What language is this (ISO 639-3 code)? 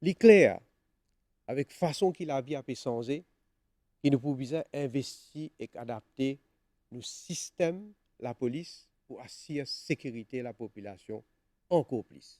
mfe